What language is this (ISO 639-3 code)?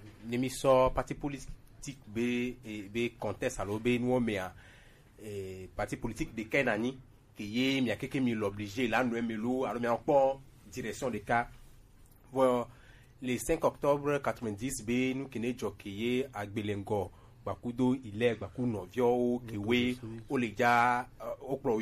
gej